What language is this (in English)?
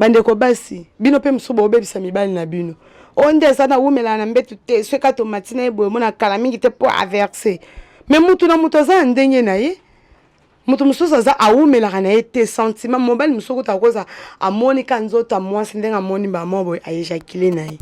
Lingala